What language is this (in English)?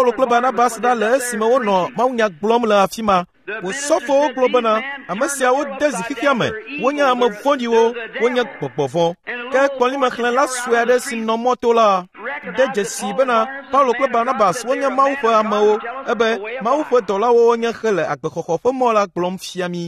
Ewe